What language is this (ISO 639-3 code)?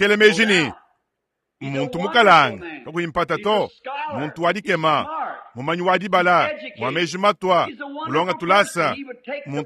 lua